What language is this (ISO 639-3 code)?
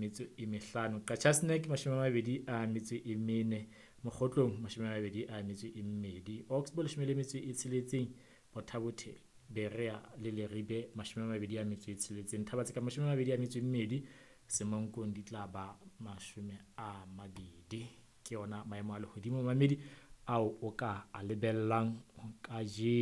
sot